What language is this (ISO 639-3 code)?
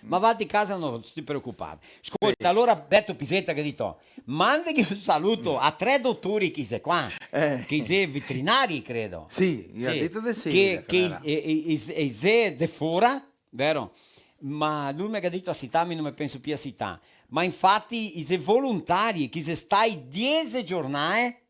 vec